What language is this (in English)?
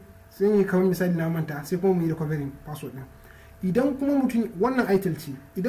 Hausa